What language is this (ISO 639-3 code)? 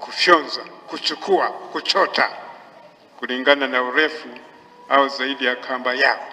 swa